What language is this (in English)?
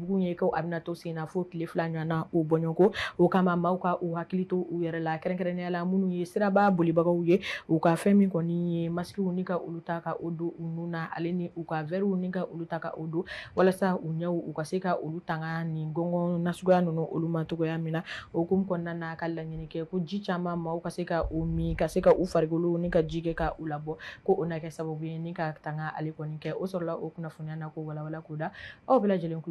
Bambara